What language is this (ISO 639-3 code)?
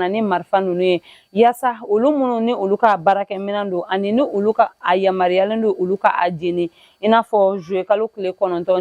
bam